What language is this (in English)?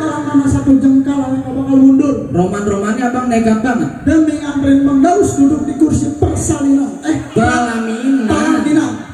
Betawi